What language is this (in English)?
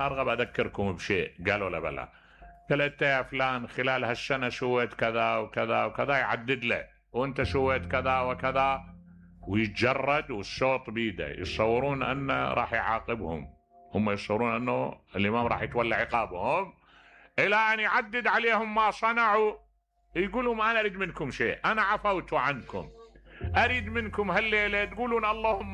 Mesopotamian Arabic